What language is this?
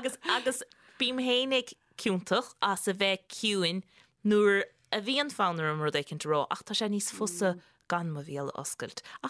Irish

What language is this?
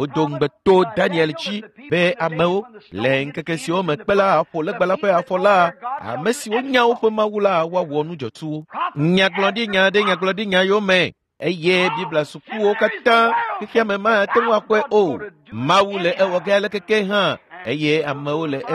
Ewe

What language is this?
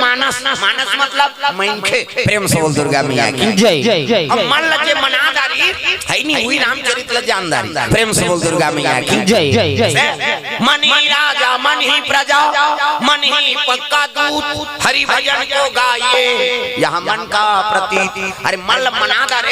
Chhattisgarhi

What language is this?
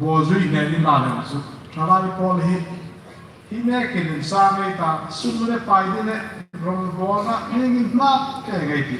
Hmar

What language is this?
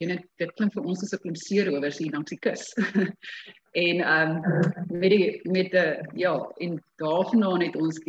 Afrikaans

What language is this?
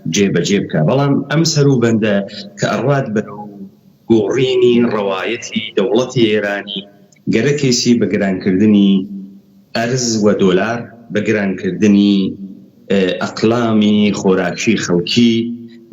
Central Kurdish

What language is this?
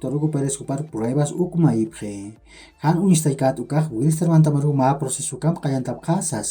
Aymara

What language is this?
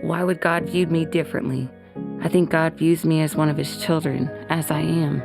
Tahitian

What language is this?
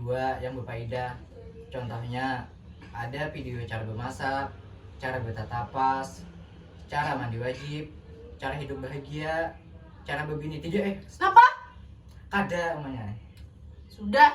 Banjar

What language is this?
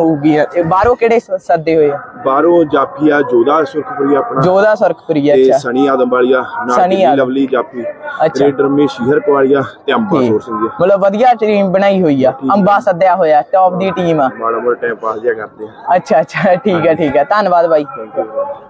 Punjabi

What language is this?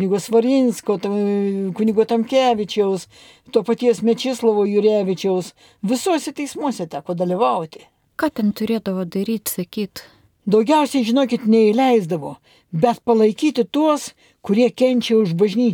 Lithuanian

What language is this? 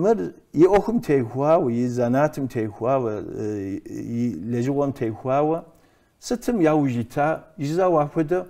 Kabardian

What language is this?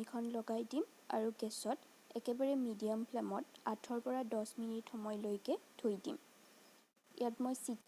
Assamese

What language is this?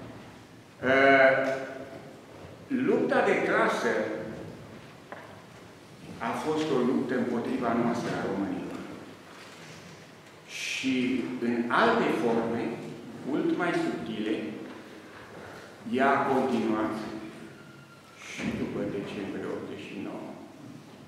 Romanian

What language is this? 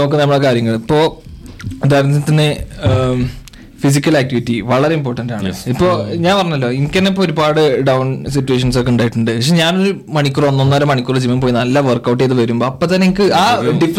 Malayalam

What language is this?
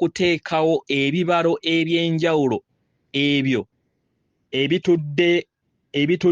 Ganda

